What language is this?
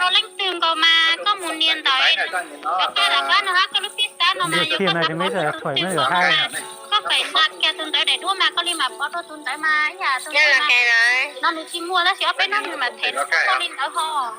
Hmong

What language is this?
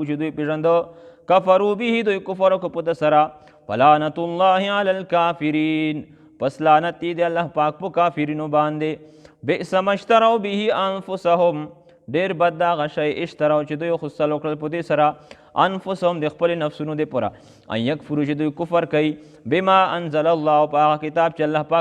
Pashto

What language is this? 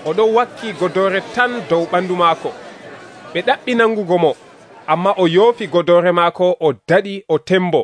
Nigerian Fulfulde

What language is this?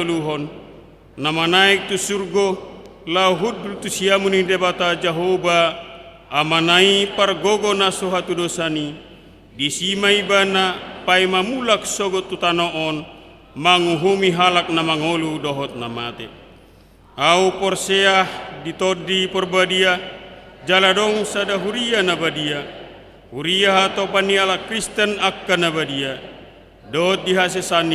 Batak Toba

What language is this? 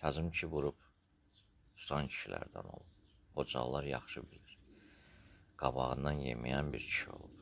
Azerbaijani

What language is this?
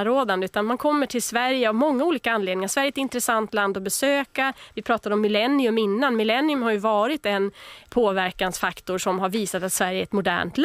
Swedish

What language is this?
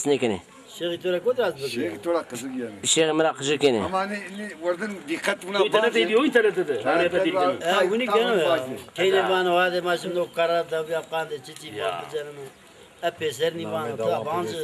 Zaza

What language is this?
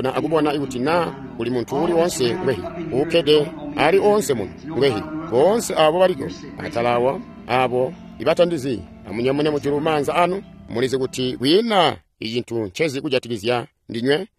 Tonga (Zambia)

